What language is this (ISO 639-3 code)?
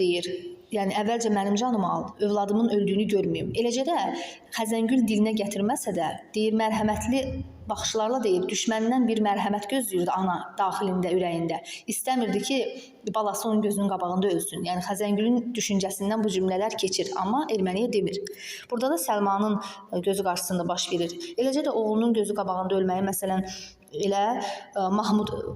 aze